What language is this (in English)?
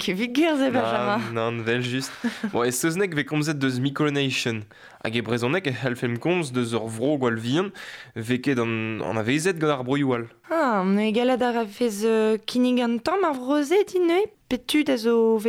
Breton